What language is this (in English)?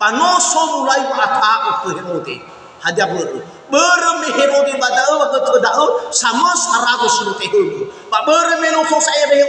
Nias